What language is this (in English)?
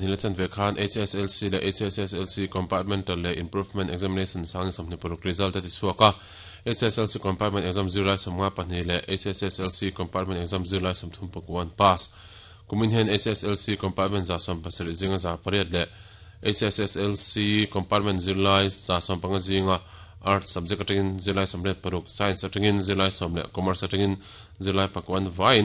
Mizo